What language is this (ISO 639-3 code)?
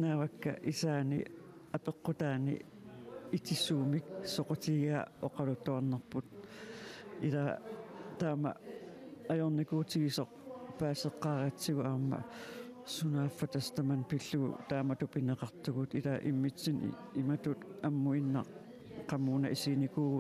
kal